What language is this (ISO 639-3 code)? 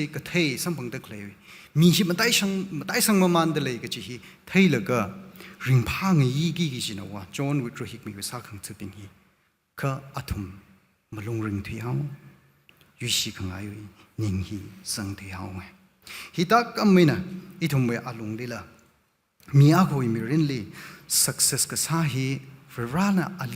nmf